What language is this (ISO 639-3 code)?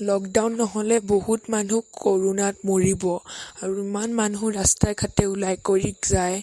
asm